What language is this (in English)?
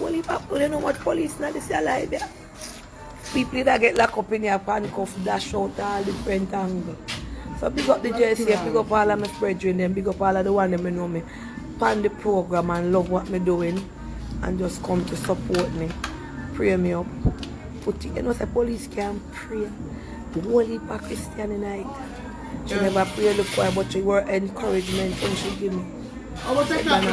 Jamaican Creole English